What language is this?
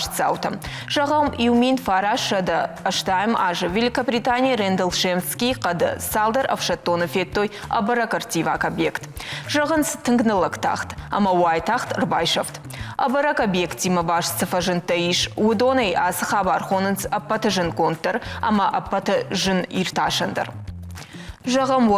Ossetic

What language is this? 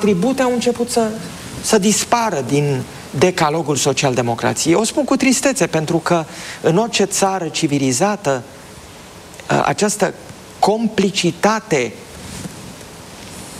Romanian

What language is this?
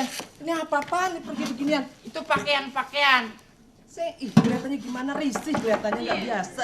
Betawi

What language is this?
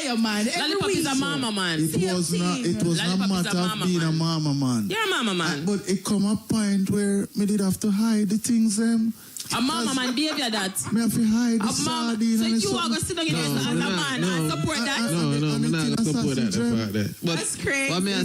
Jamaican Creole English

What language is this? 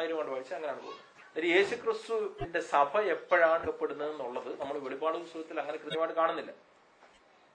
Malayalam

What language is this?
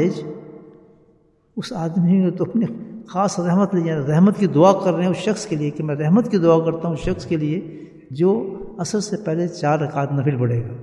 Urdu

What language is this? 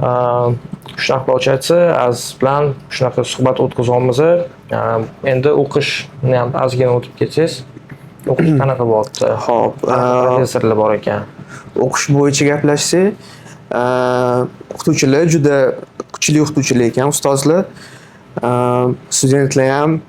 Uzbek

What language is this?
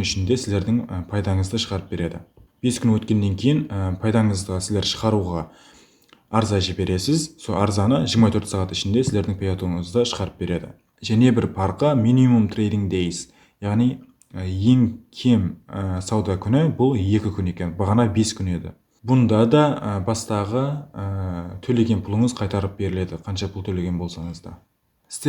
Kara-Kalpak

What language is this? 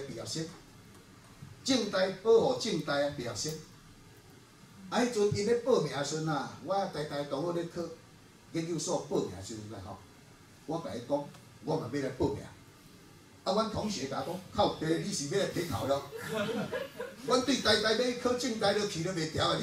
Min Nan Chinese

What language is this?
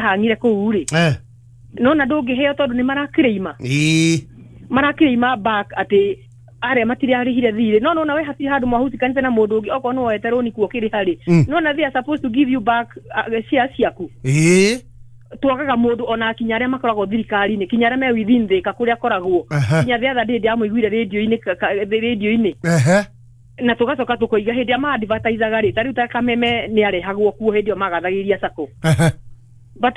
Kikuyu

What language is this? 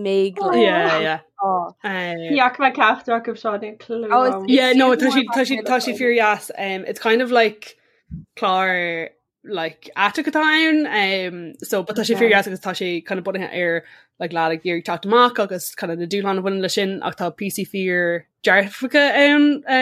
Irish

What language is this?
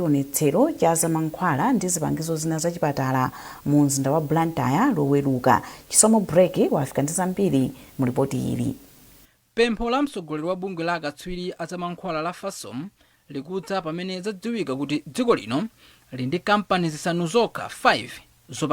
Nyanja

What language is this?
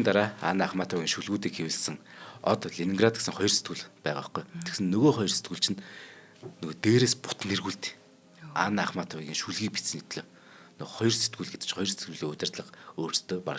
Mongolian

